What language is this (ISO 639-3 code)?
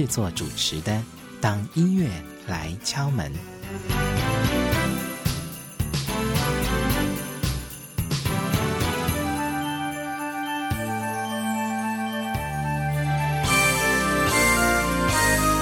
zho